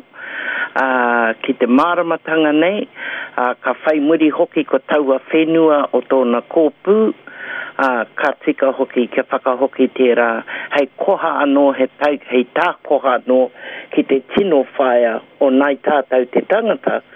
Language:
Māori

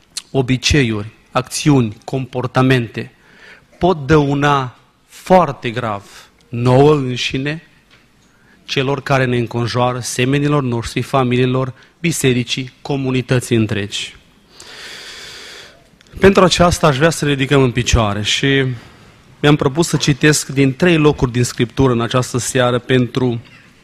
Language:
Romanian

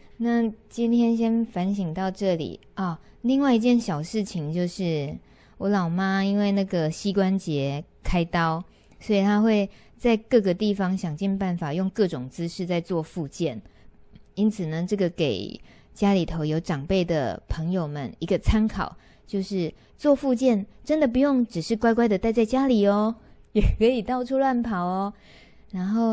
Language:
Chinese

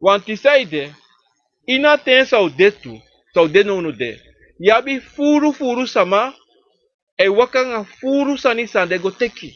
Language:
Sranan Tongo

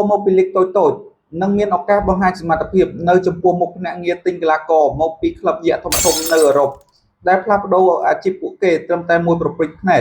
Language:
Khmer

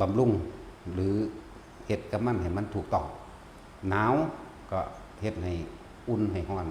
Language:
Northeastern Thai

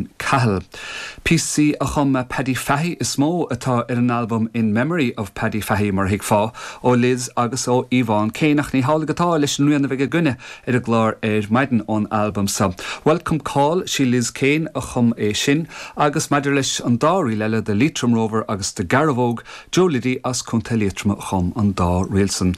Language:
Irish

